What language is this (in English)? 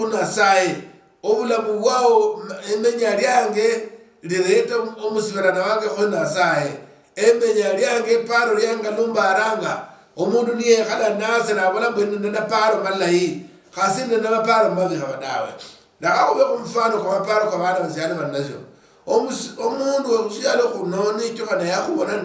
Luyia